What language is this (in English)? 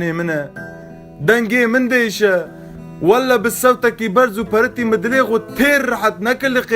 Kurdish